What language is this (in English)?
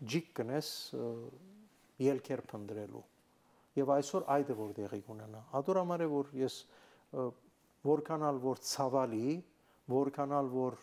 Armenian